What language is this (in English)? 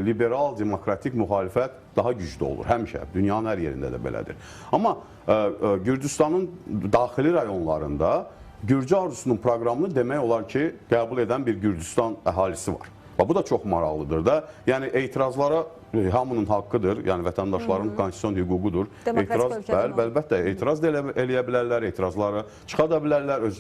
Azerbaijani